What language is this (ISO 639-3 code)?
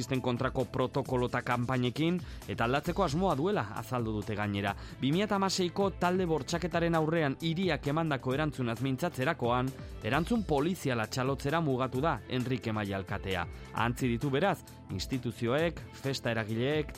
eus